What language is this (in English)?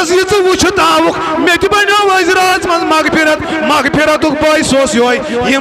Kashmiri